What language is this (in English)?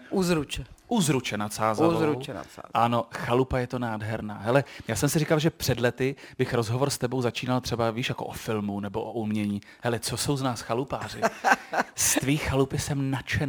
Czech